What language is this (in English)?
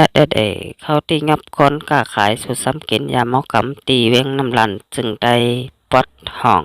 Shan